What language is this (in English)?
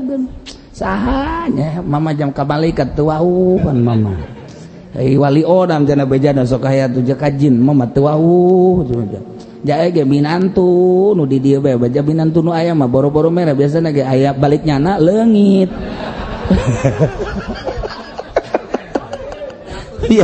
Sundanese